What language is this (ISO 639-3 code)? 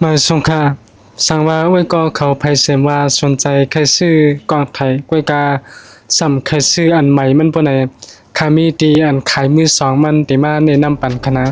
shn